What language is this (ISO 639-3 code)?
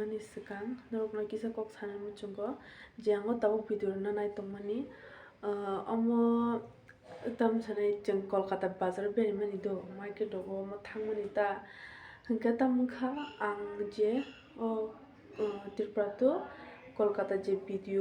trp